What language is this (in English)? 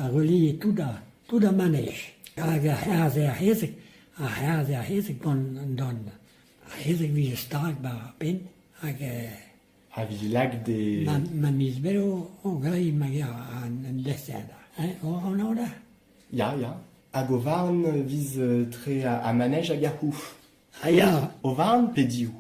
Breton